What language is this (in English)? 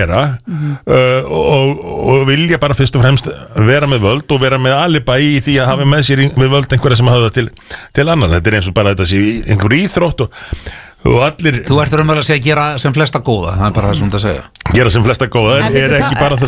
Icelandic